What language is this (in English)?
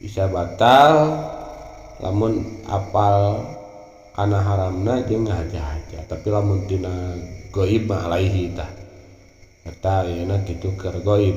Sundanese